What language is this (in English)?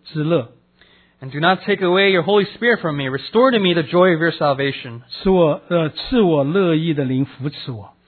Chinese